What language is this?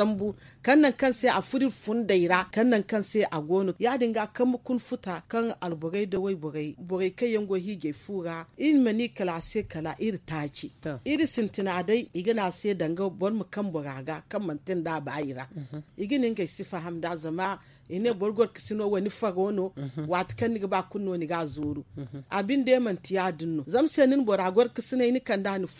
Zarma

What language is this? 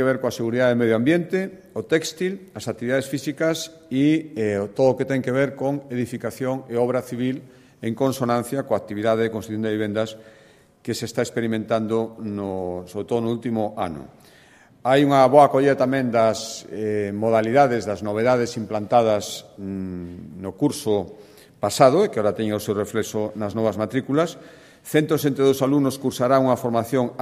Galician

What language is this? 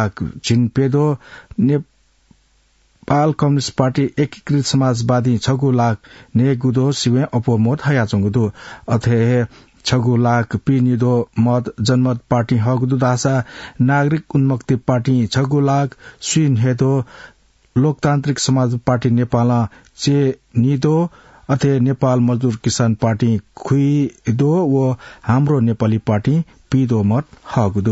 Newari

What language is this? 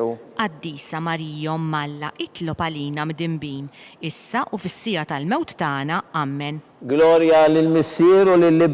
Maltese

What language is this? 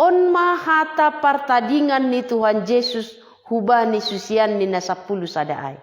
Batak Simalungun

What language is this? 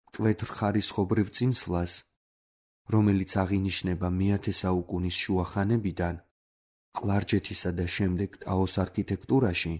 Georgian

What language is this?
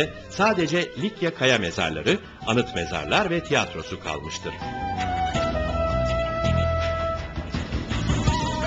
Turkish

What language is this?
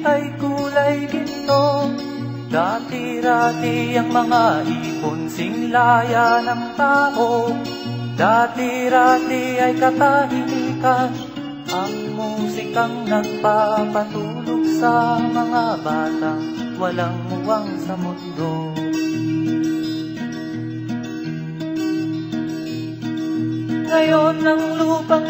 Filipino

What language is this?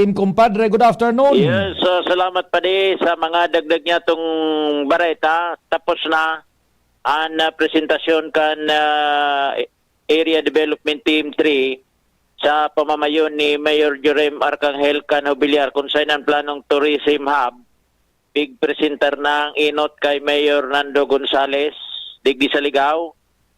Bikol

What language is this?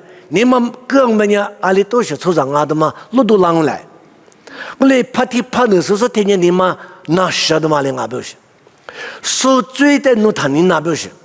Lisu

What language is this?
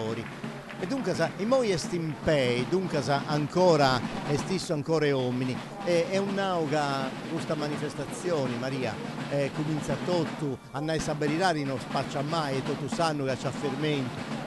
Sardinian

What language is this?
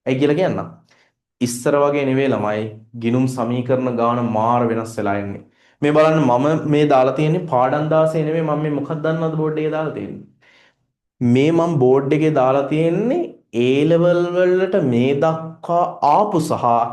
Sinhala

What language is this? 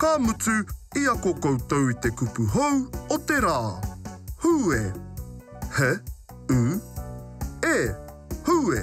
Māori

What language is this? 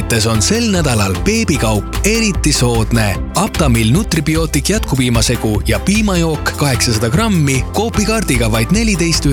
Estonian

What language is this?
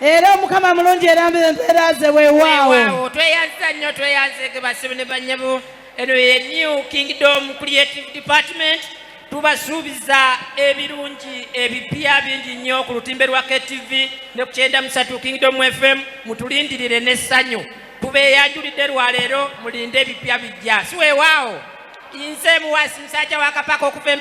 Ganda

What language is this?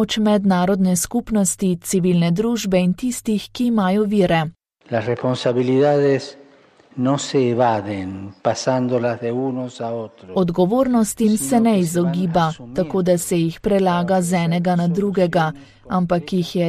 Slovenian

